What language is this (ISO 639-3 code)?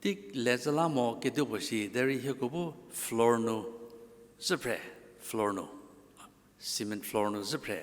njm